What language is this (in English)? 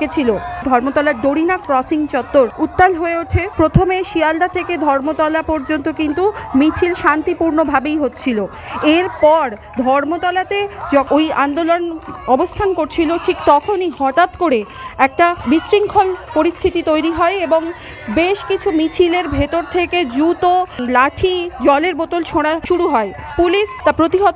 Bangla